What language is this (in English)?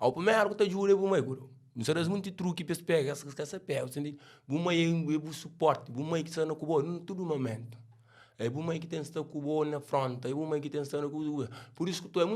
Kabuverdianu